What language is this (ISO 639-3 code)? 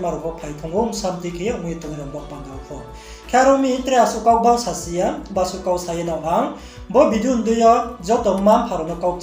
ria